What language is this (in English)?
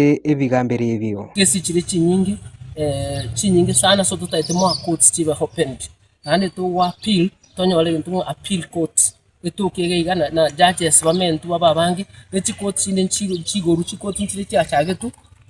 Gusii